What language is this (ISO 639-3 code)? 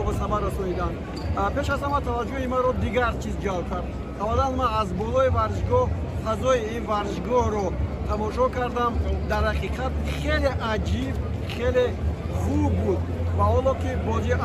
tgk